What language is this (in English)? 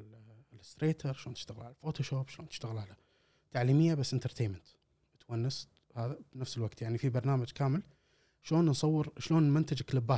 Gulf Arabic